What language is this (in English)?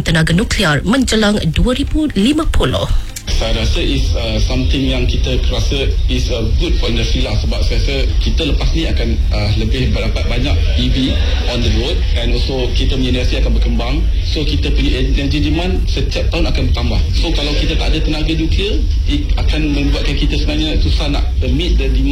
Malay